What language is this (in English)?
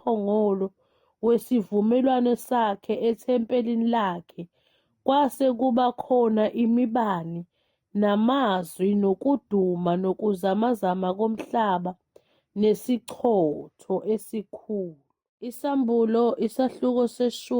Zulu